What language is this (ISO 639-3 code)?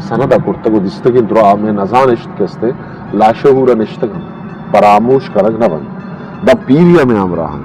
bgp